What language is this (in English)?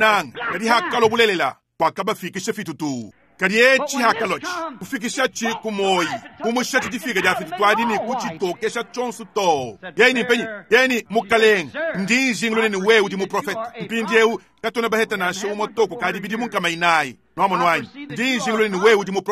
Luba-Lulua